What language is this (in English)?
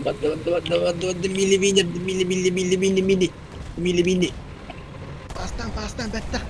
Yakut